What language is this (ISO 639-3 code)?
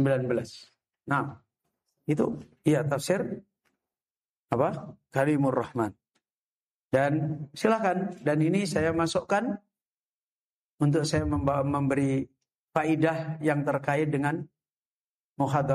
ind